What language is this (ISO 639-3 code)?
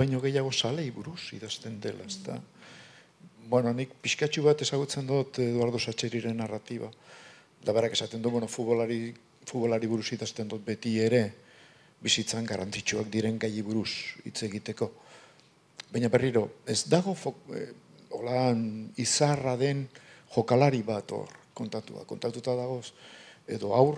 eus